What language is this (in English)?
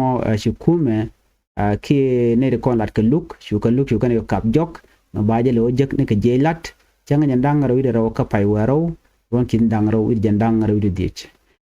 Nuer